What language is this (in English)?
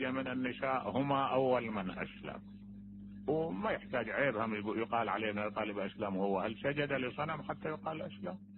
Mesopotamian Arabic